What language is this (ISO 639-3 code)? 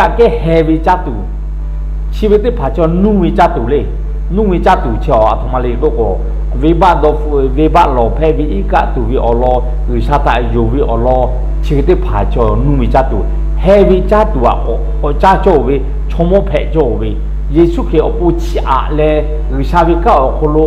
lhu